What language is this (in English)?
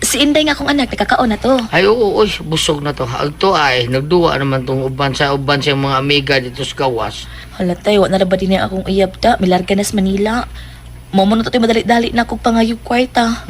Cebuano